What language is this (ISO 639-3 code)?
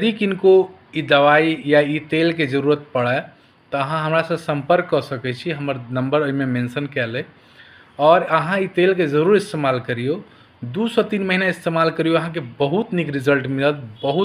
mai